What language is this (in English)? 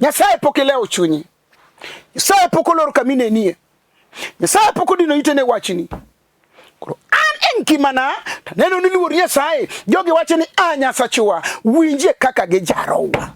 Luo (Kenya and Tanzania)